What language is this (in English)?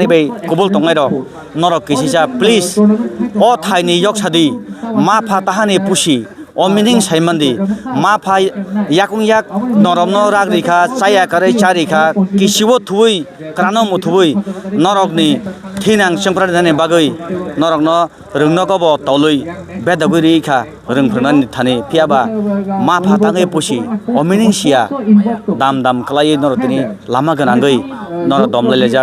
Kok Borok